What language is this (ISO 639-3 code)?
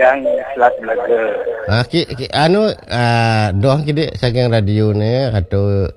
ban